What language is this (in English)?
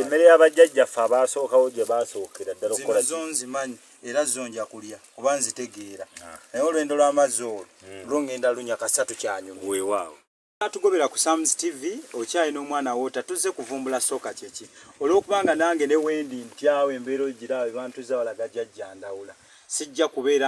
Ganda